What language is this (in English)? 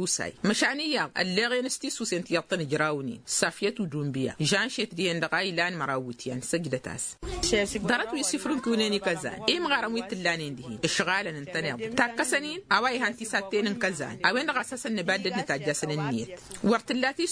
Tamasheq